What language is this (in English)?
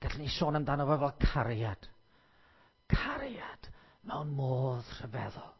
Welsh